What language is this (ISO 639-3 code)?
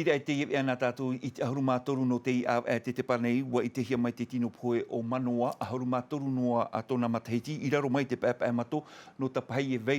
tah